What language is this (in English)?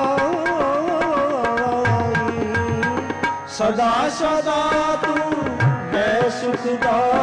Punjabi